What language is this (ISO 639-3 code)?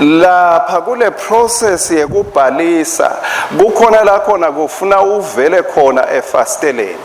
ssw